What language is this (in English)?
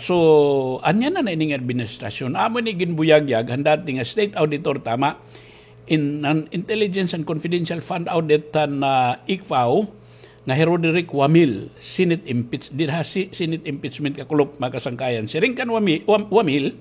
Waray